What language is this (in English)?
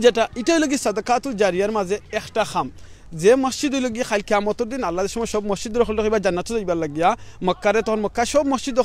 Sylheti